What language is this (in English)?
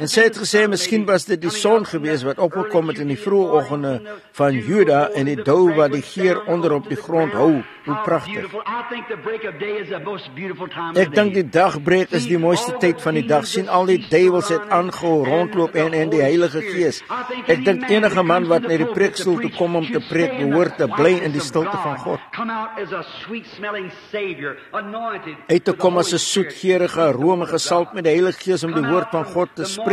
Afrikaans